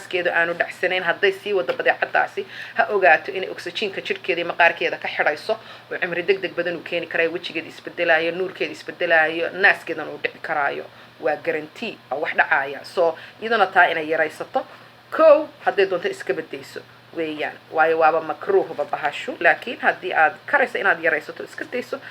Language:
Somali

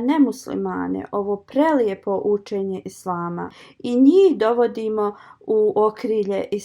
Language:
Bosnian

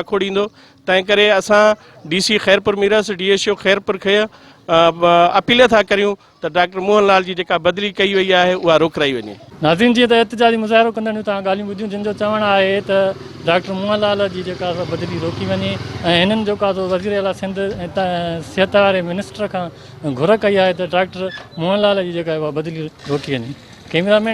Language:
Sindhi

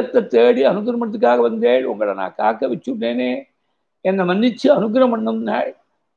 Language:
Tamil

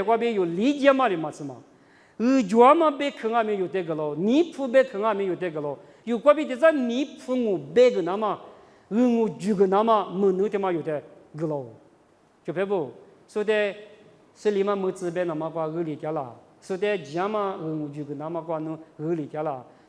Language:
Lisu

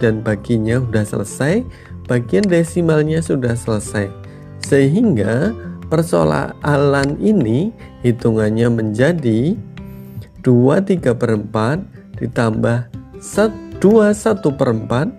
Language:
Indonesian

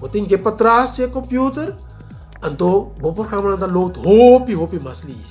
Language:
Papiamento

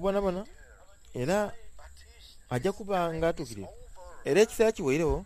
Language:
Soga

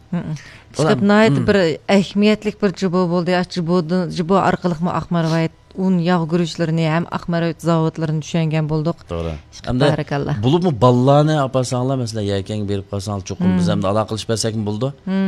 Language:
Uyghur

